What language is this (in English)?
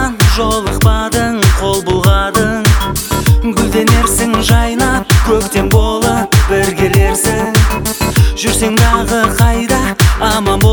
Kazakh